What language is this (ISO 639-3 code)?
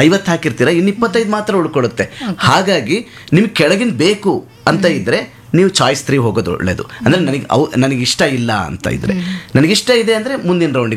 kan